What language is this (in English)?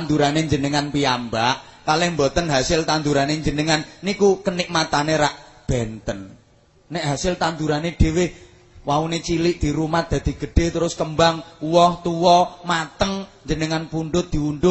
Javanese